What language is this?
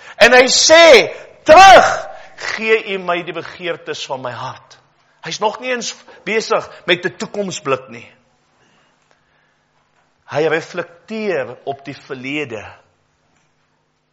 Afrikaans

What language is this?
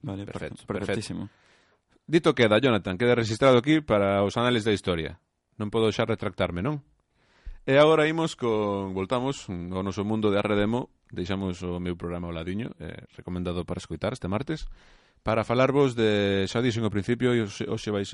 Galician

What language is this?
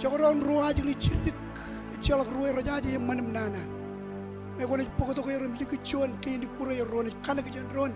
Marshallese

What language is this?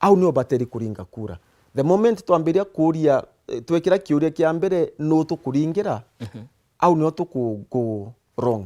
Meru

